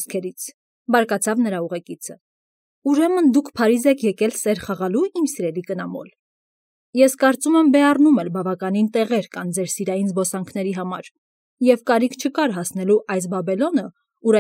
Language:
Armenian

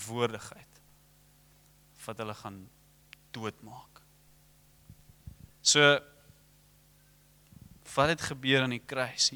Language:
Afrikaans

